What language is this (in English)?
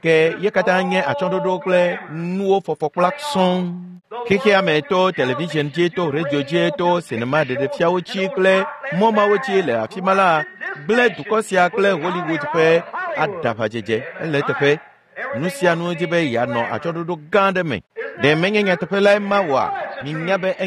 Ewe